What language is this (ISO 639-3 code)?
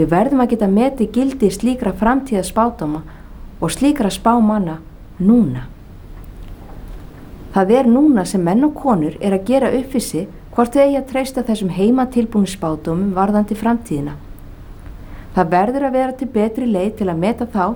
isl